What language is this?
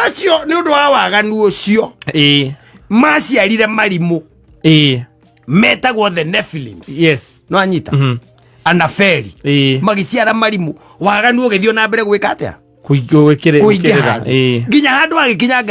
Kikuyu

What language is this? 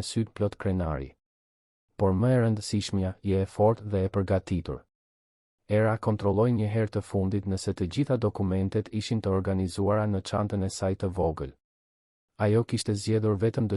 Albanian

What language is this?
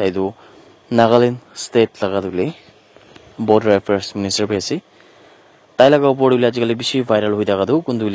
Naga Pidgin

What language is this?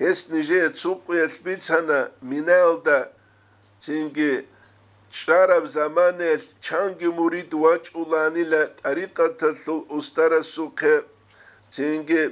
Avaric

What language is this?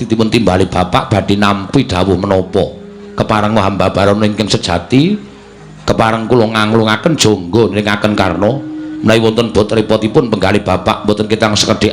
Javanese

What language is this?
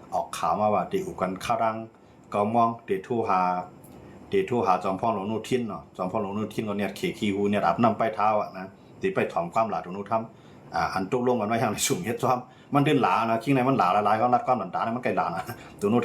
Shan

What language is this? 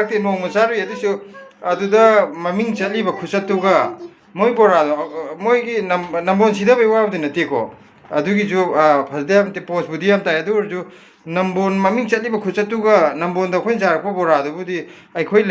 Manipuri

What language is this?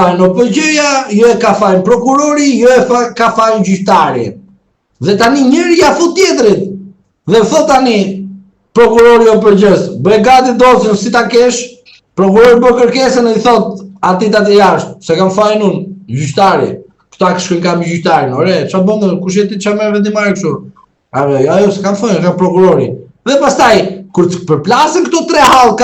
Albanian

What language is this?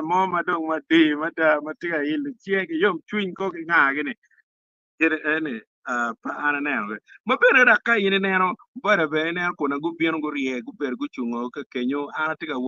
Acoli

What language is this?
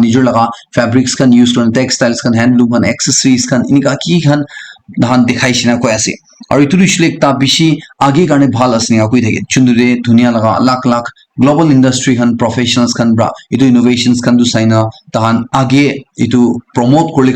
Naga Pidgin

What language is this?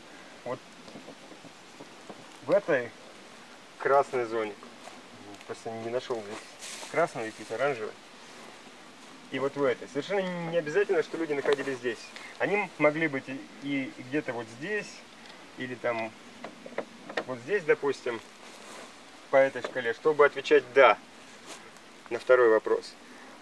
Russian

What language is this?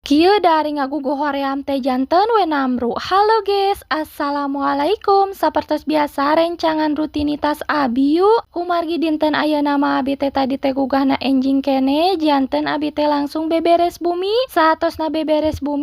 Sundanese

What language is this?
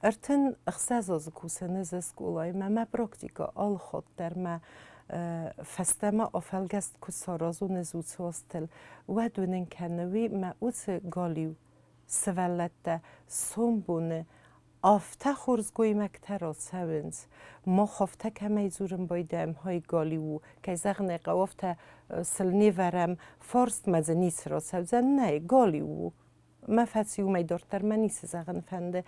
Ossetic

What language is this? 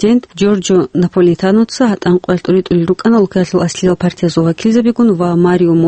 Avaric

